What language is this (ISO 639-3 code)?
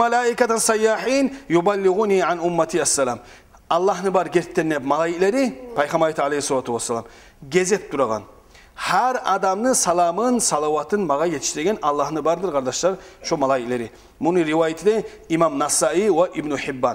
kum